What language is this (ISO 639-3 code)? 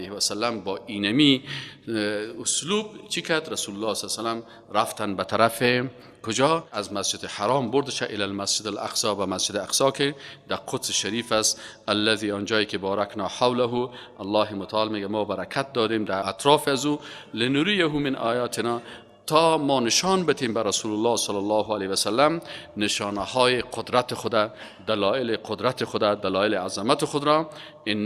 fas